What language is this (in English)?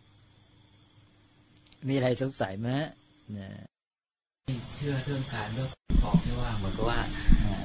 Thai